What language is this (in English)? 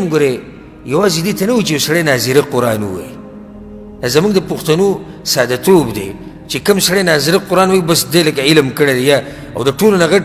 Pashto